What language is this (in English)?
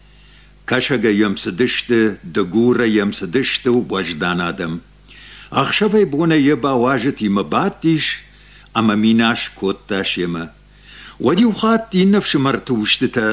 Ossetic